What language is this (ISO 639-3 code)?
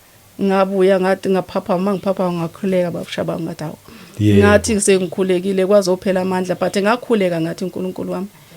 zul